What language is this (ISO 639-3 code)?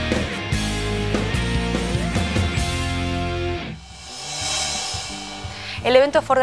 spa